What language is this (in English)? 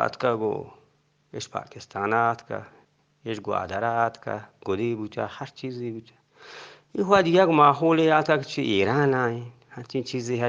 Eastern Balochi